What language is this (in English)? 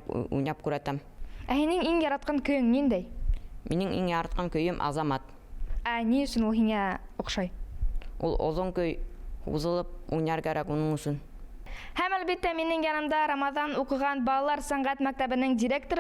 Bashkir